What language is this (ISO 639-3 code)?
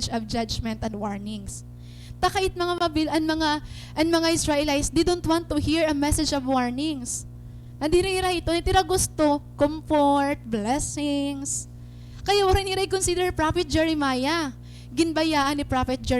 war